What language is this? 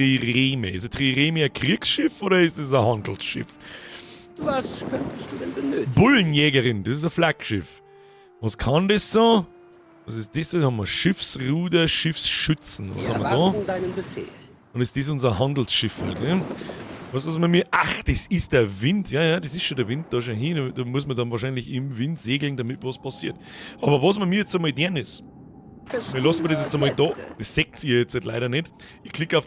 Bavarian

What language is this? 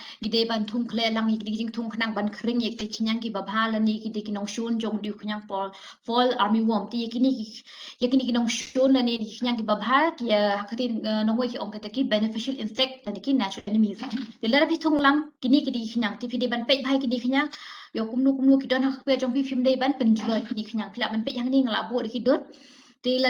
Khasi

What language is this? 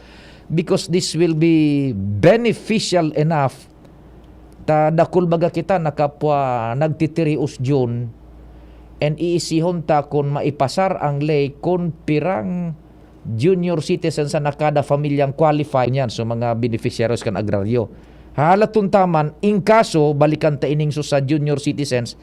Bikol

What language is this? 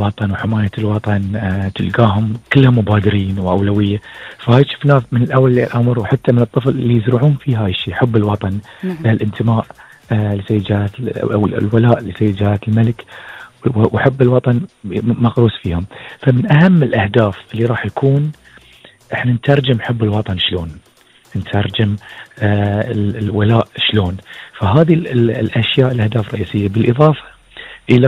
Gulf Arabic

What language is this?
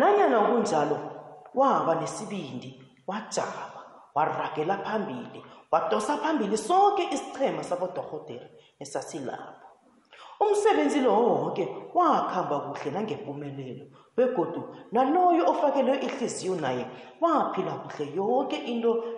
South Ndebele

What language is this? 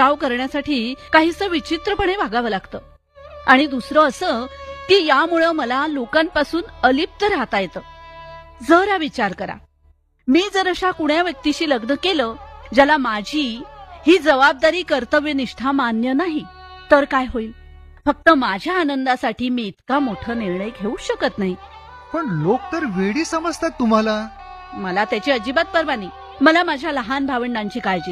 Marathi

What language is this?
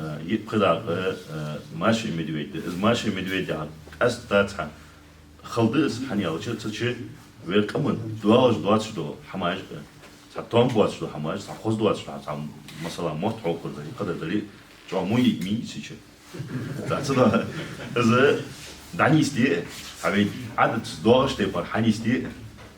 Ingush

